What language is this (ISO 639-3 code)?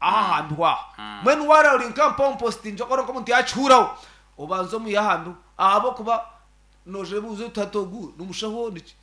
nyn